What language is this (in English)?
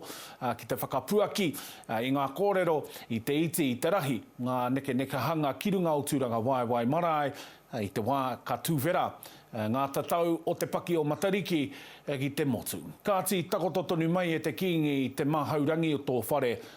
Māori